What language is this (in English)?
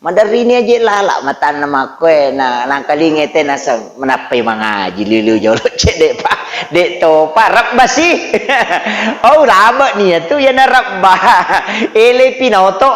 Buginese